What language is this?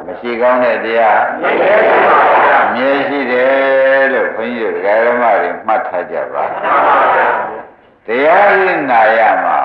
Burmese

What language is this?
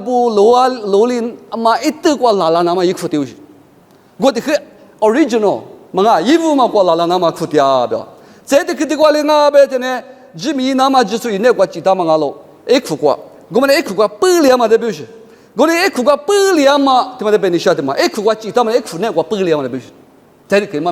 Lisu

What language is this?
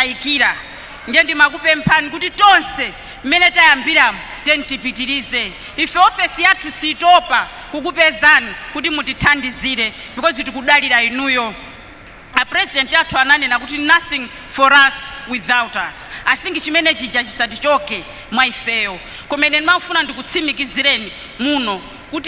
Nyanja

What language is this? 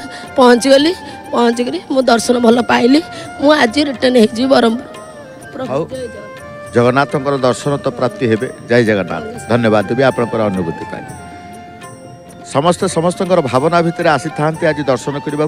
Odia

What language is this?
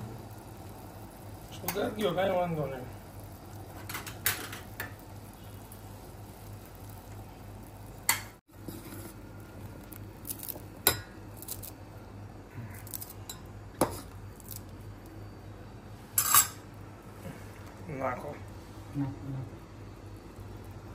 Gujarati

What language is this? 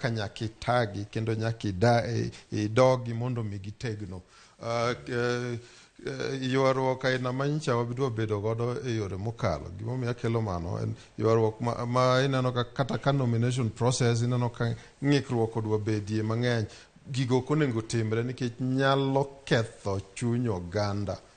Luo (Kenya and Tanzania)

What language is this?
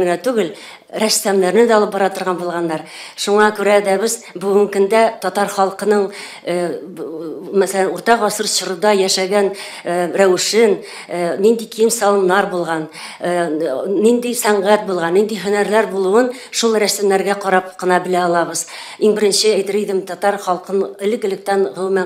Tatar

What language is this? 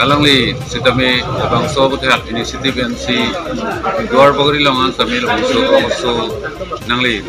Karbi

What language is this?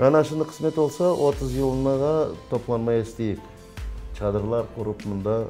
Crimean Tatar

